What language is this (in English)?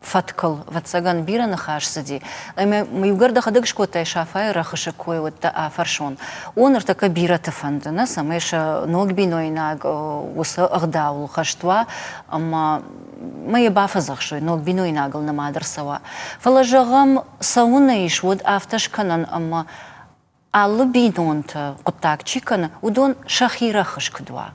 Ossetic